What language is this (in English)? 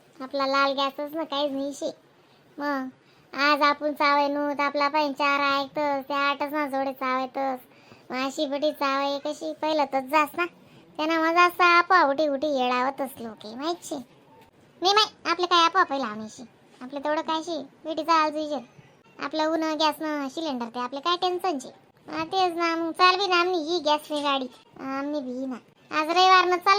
Khandesi